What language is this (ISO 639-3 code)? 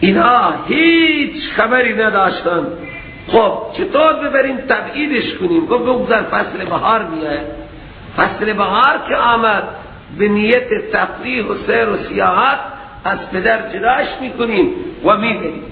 fas